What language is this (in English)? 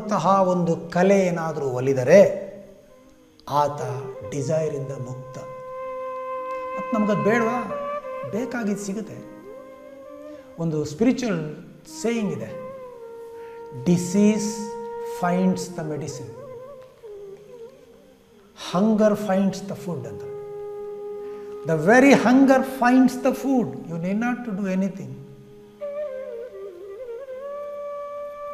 Kannada